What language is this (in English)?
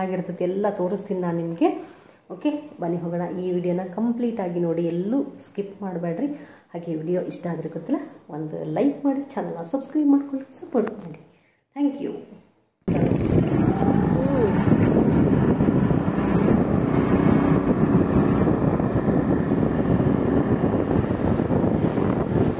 Kannada